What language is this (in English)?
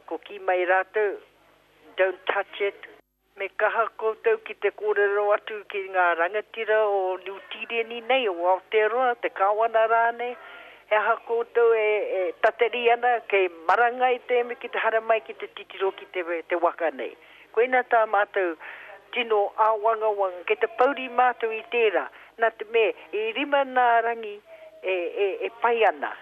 Māori